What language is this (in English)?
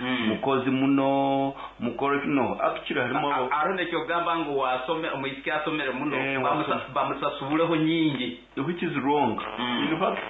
Nyoro